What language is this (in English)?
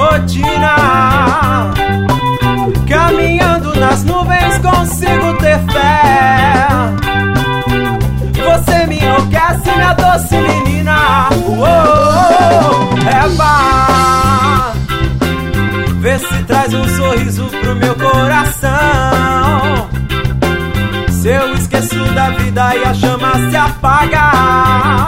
Portuguese